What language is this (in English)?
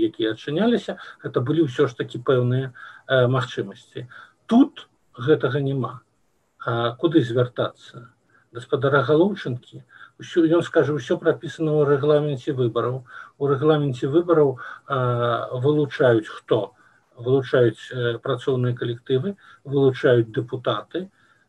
Belarusian